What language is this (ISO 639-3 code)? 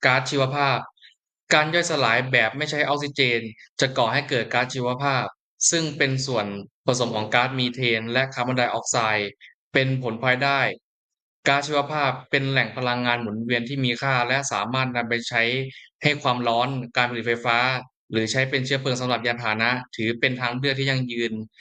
lao